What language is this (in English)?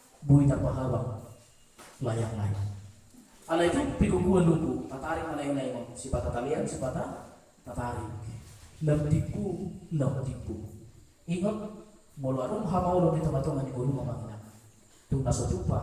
Batak Toba